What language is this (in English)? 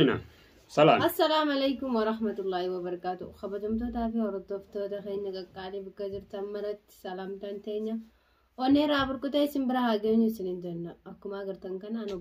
Oromo